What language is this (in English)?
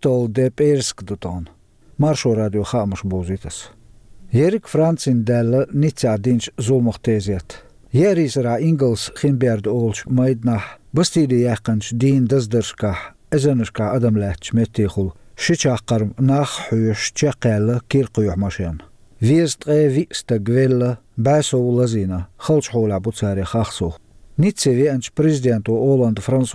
Chechen